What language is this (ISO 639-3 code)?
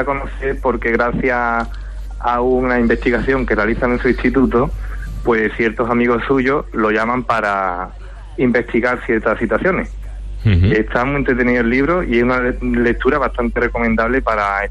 spa